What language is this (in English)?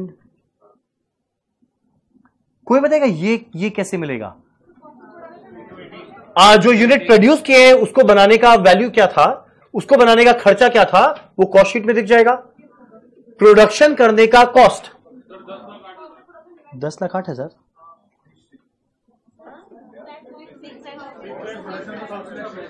Hindi